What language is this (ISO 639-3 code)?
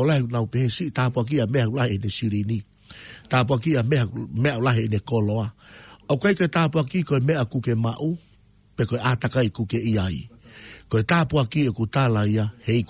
ton